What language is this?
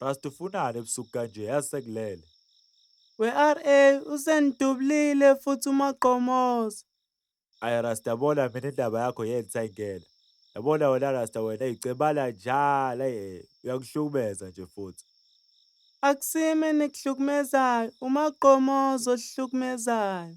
Zulu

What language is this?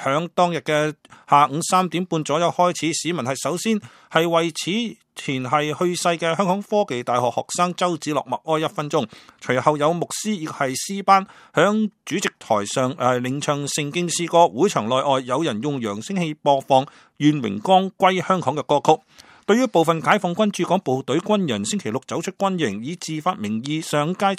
Cantonese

